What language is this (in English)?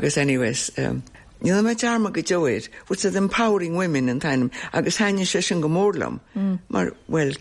Irish